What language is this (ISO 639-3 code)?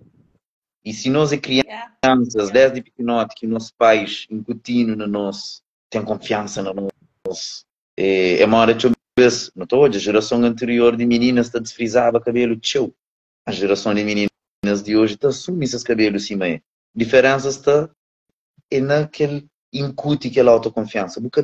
kea